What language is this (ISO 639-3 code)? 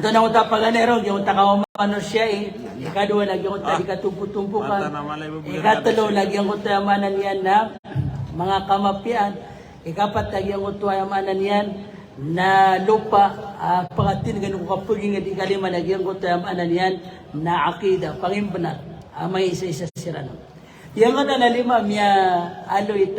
mrw